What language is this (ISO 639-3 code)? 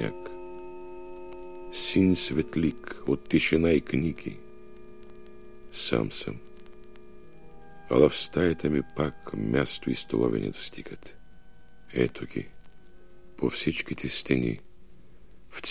bul